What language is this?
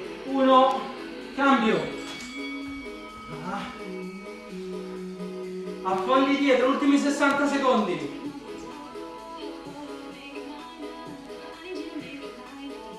Italian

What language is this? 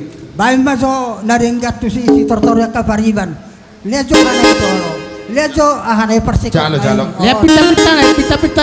Batak Toba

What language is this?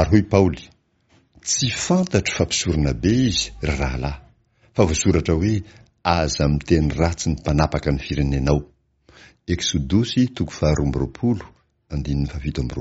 Malagasy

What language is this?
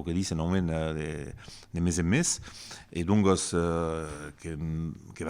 Occitan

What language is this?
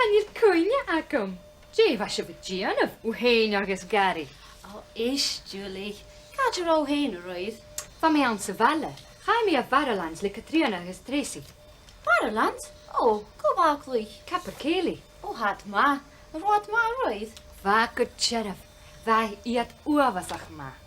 Scottish Gaelic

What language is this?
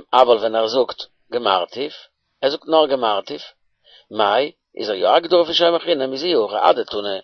Yiddish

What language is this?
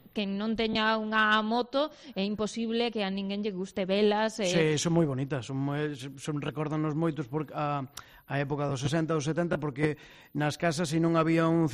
Galician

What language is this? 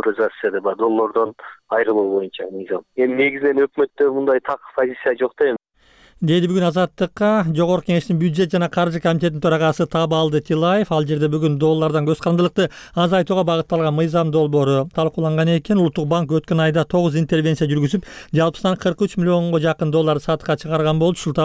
Kyrgyz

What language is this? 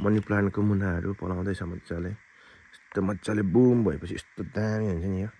Nepali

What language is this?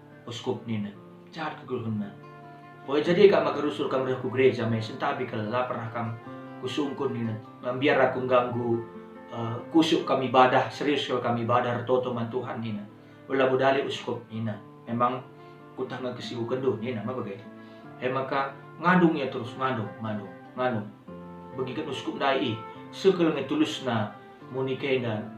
Batak Karo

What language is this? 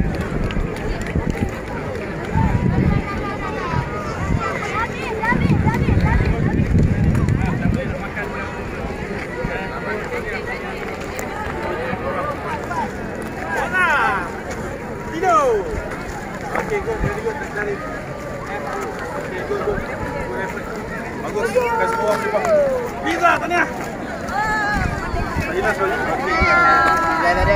Malay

